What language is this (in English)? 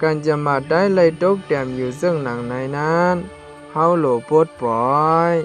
Shan